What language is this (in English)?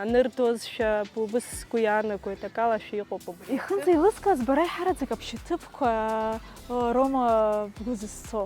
Abkhazian